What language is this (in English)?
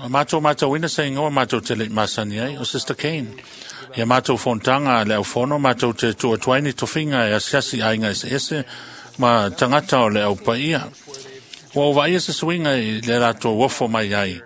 Samoan